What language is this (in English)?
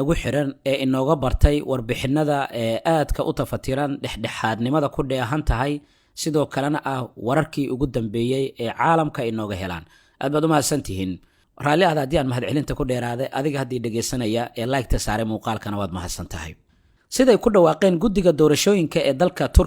Somali